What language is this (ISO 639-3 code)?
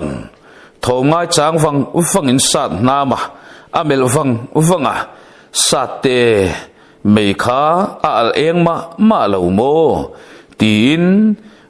lus